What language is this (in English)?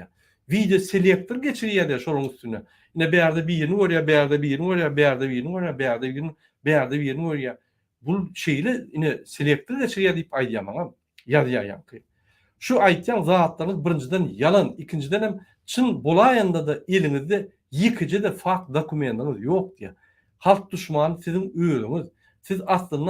Turkmen